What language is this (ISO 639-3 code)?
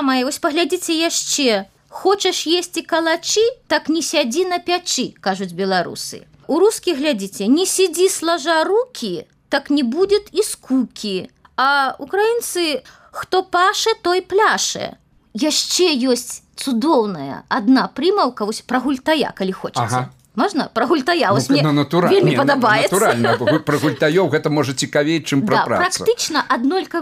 bel